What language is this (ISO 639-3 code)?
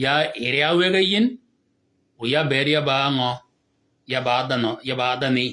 shk